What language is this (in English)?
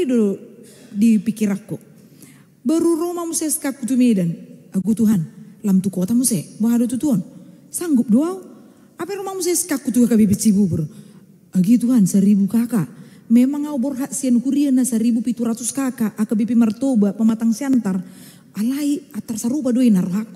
Batak Toba